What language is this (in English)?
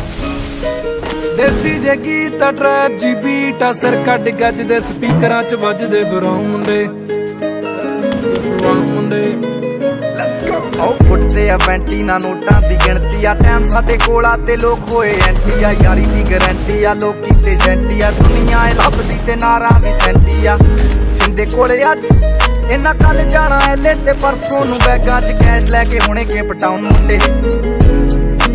Punjabi